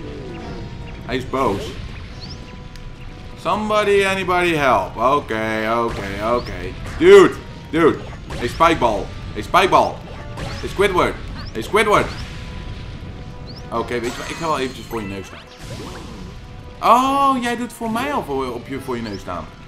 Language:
Dutch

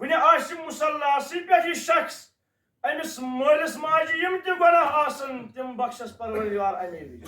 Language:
Kashmiri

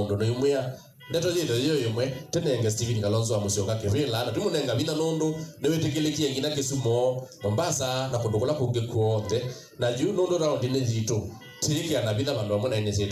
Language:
Kamba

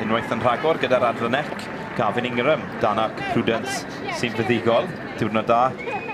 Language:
Welsh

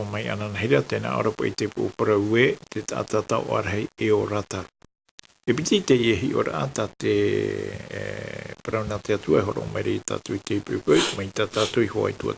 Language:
Tahitian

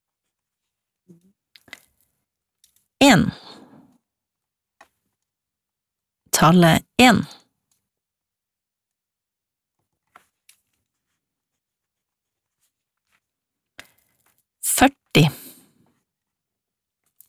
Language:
Norwegian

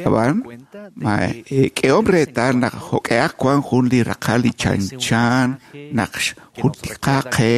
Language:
Kekchí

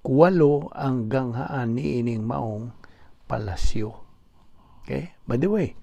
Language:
Cebuano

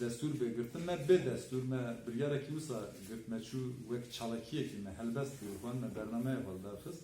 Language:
Kurdish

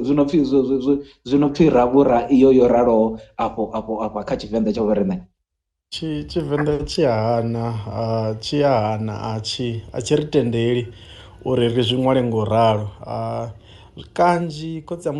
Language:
Venda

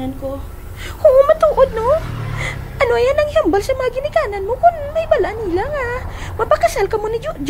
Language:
Hiligaynon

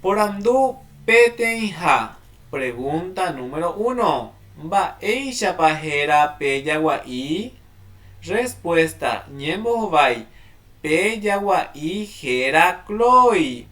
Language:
Guarani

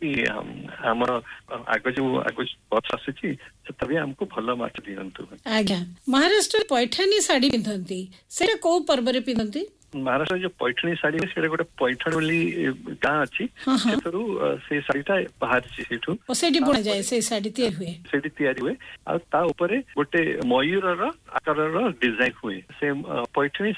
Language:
Odia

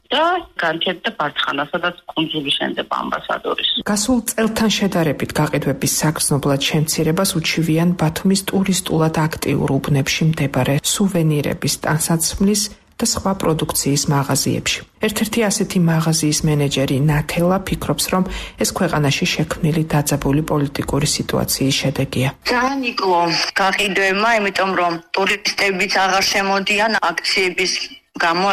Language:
Georgian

